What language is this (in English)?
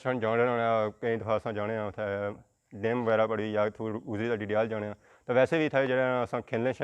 Pahari-Potwari